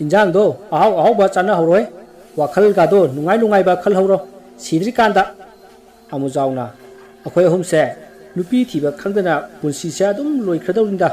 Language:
Manipuri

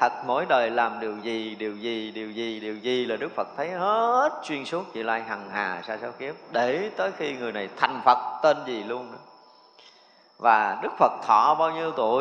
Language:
Vietnamese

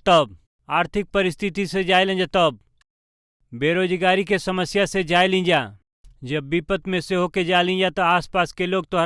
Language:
Bhojpuri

